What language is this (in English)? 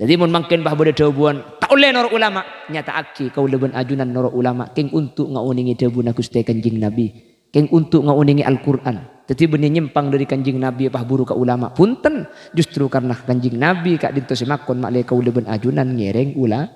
Madurese